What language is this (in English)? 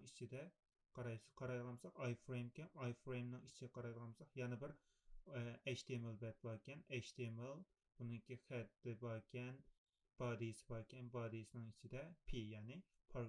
Uyghur